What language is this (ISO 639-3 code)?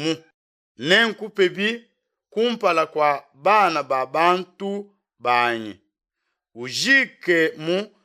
lua